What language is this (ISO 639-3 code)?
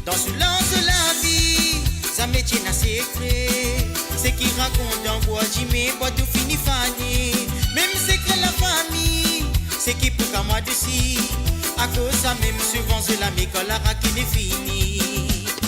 mfe